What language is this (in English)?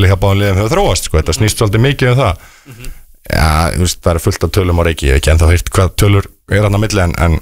Icelandic